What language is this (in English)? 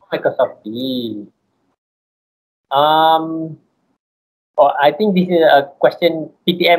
English